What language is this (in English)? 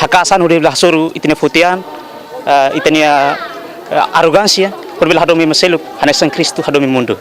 Tetum